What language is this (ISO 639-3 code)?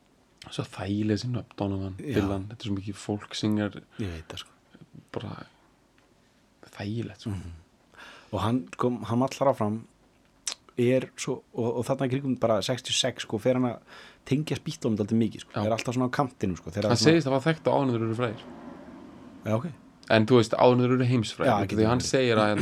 isl